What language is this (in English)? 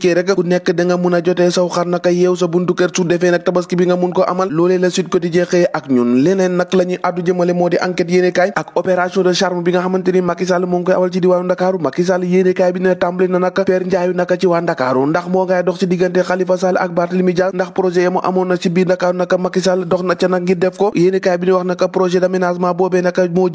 Wolof